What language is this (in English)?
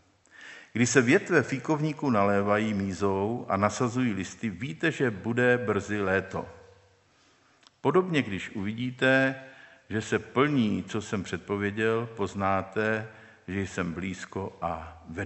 Czech